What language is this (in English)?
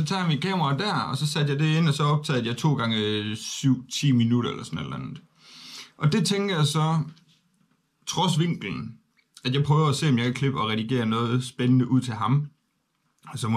Danish